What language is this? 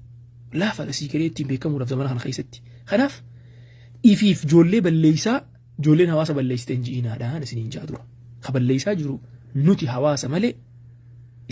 Oromo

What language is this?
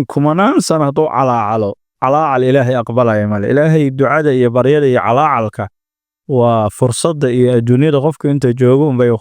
Somali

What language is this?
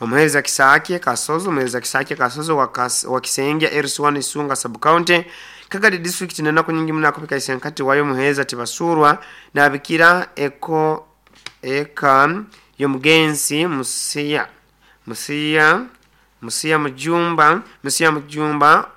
Nyoro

